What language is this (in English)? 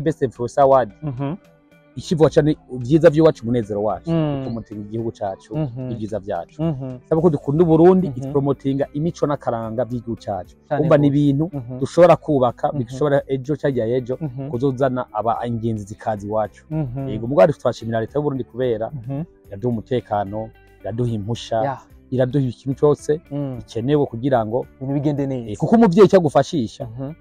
Rundi